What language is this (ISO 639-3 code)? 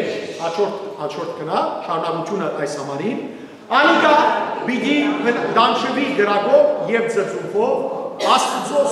hyw